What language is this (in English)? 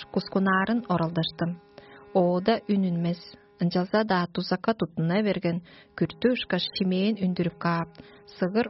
Tuvinian